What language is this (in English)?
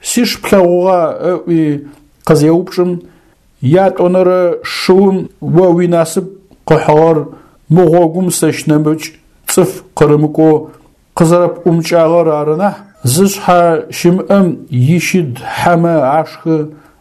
Adyghe